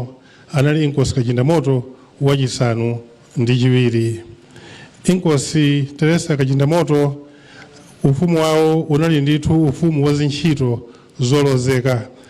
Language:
Nyanja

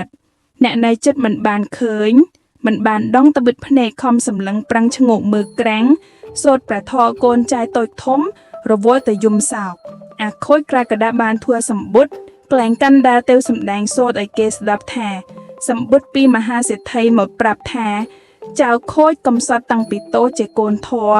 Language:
Khmer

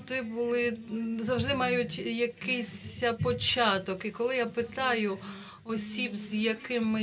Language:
Ukrainian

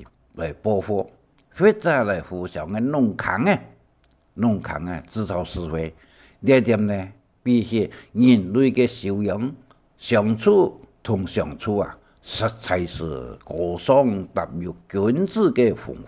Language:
Hakka Chinese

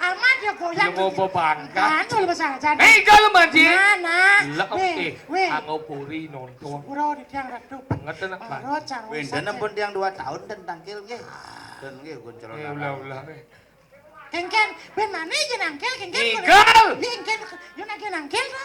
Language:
Balinese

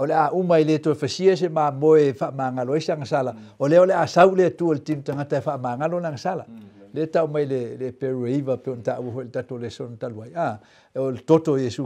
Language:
Samoan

